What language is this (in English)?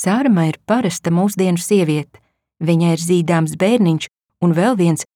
Latvian